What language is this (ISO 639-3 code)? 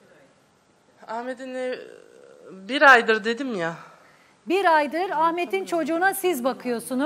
tur